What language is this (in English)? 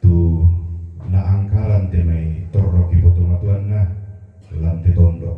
Toraja-Sa'dan